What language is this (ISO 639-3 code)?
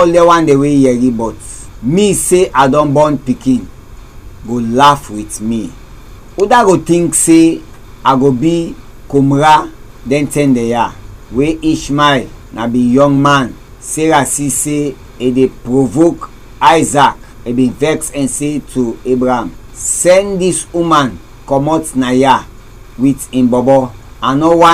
kri